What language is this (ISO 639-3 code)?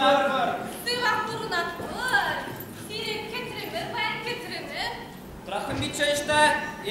chv